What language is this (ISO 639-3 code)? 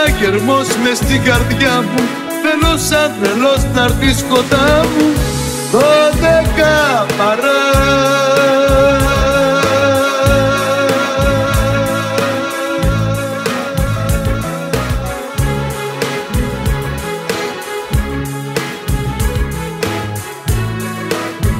ell